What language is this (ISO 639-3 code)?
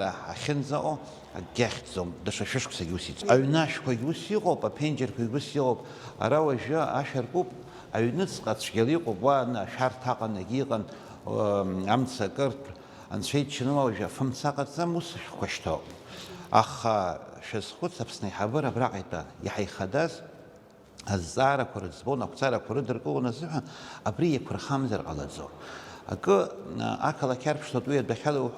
abk